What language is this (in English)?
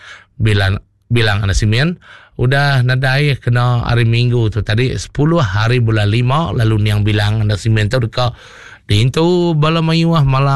Iban